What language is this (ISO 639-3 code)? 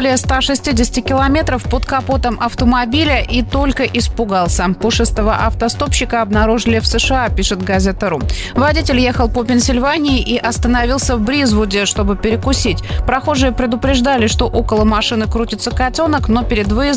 rus